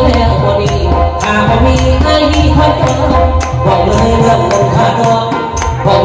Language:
Thai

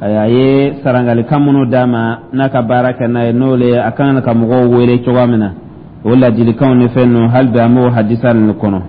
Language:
Dyula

